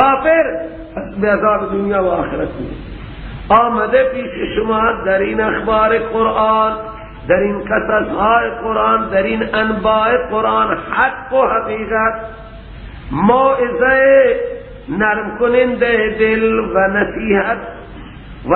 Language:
Persian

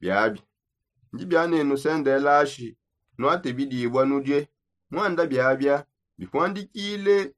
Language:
Songe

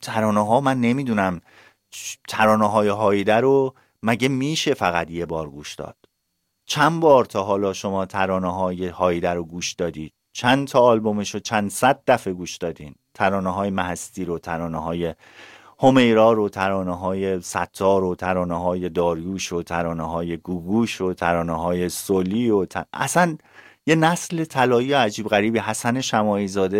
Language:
Persian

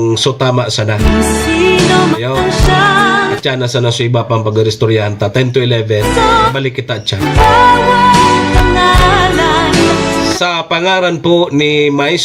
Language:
Bikol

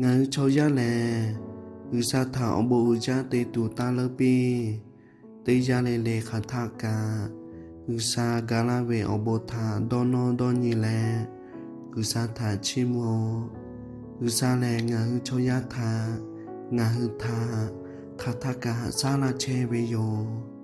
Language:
Lahu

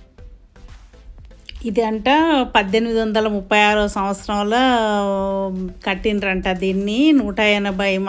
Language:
Telugu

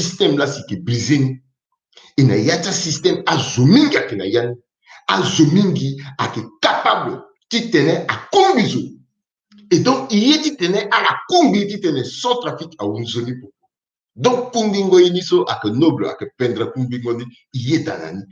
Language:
Sango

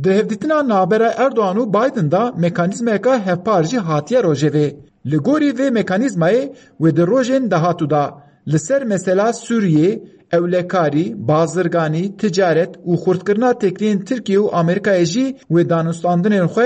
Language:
Kurdish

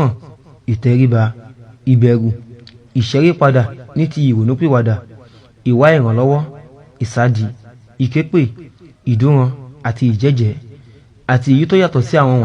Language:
Yoruba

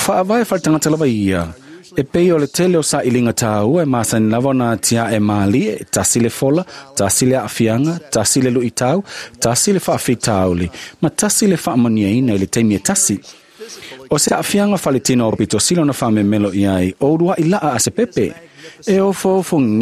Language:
Samoan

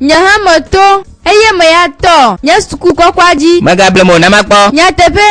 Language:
Gen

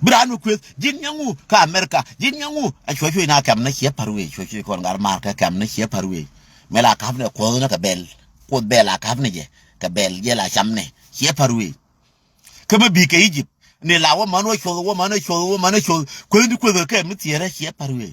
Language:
Nuer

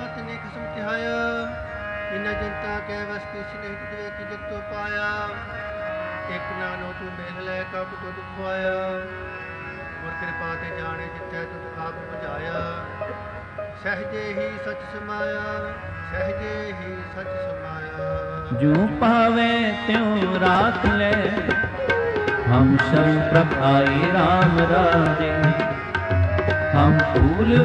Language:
Punjabi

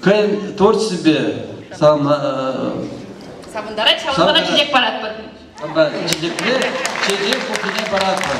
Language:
Chuvash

